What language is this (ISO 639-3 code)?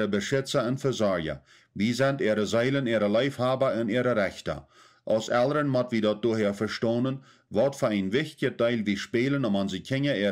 pdt